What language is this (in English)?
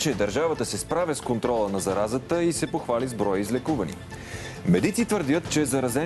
Bulgarian